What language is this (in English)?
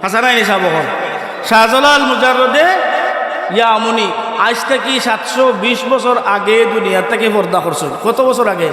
Sylheti